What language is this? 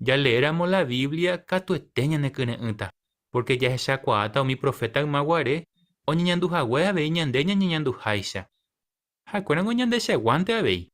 Guarani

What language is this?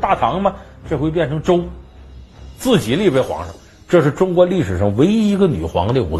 Chinese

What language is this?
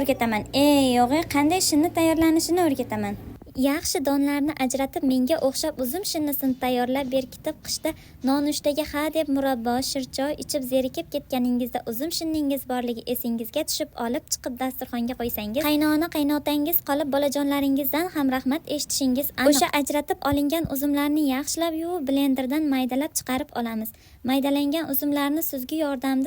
Uzbek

